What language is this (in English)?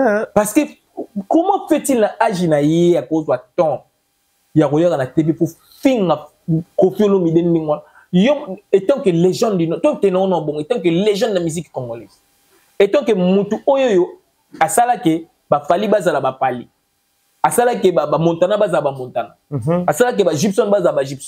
Lingala